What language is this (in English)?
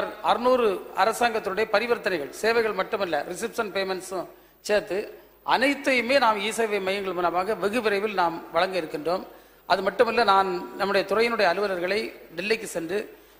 Tamil